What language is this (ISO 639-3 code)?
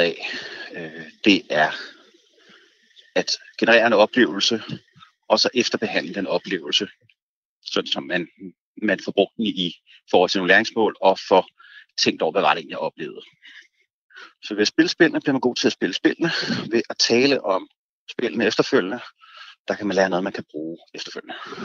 dan